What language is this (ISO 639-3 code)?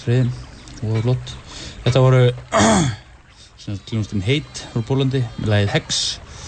isl